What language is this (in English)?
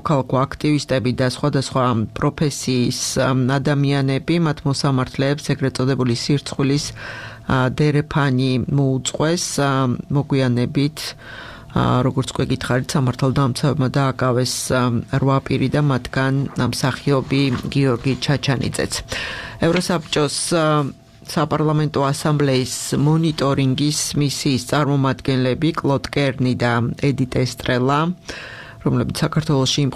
Georgian